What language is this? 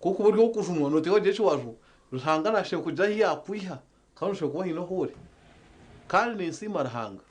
Nyankole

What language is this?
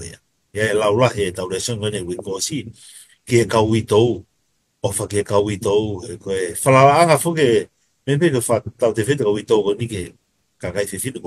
Tongan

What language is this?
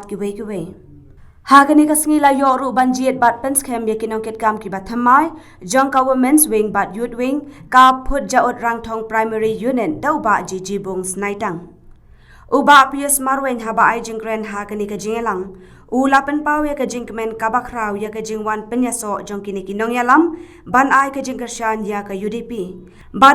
Khasi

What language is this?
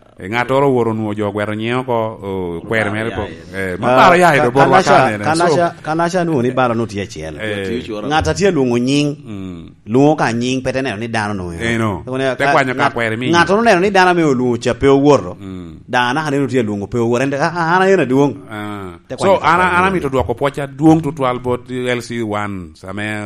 Lango (Uganda)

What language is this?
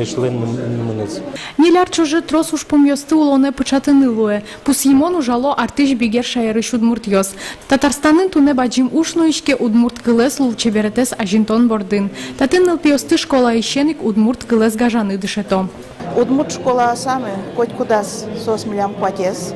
Udmurt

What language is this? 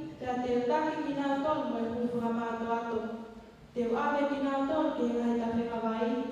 Tongan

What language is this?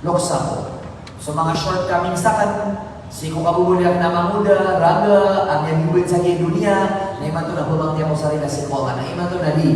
Maranao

